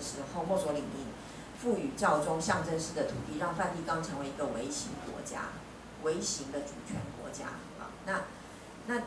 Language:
Chinese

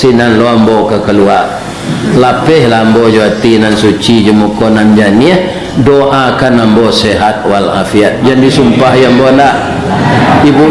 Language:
Minangkabau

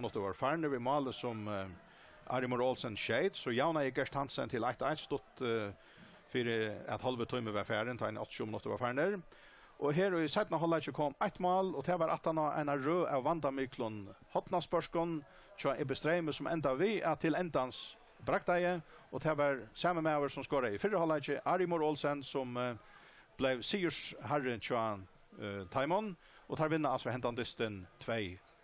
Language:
Faroese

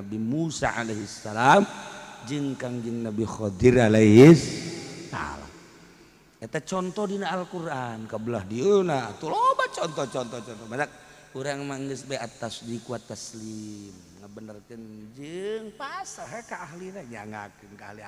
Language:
Sundanese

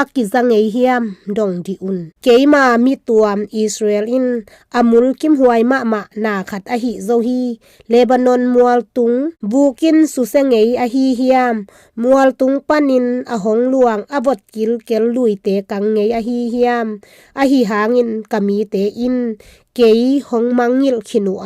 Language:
Tedim Chin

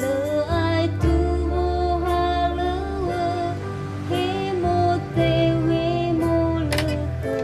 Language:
Nias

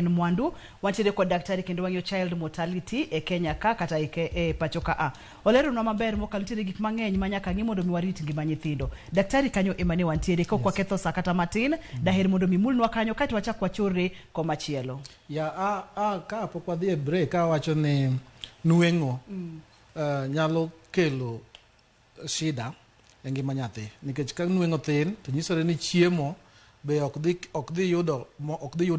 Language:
Luo (Kenya and Tanzania)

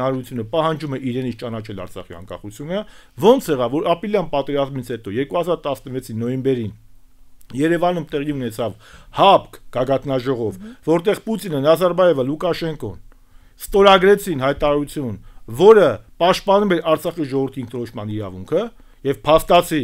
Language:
Armenian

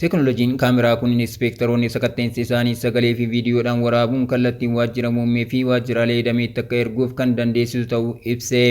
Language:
Oromo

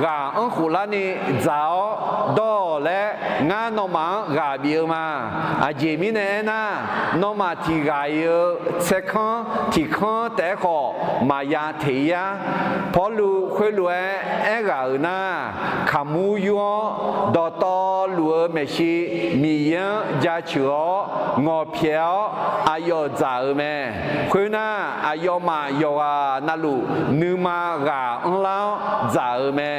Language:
Akha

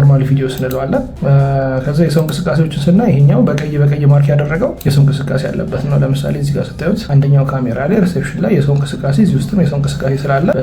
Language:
Amharic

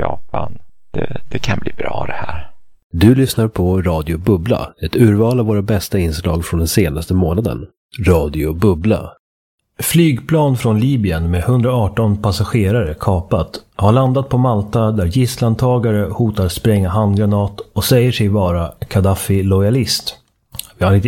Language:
Swedish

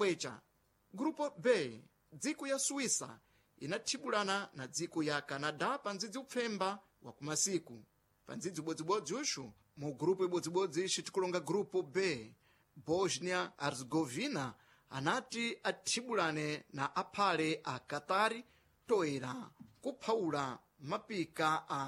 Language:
Sena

